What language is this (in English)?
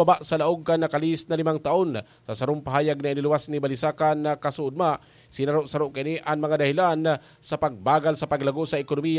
Bikol